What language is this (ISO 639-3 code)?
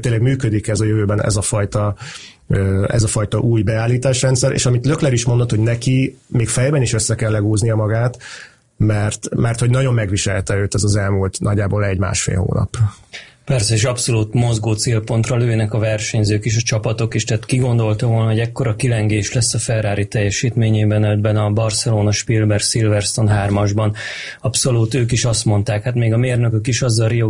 hun